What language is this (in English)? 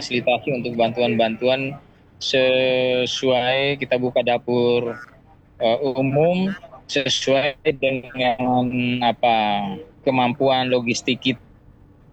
Indonesian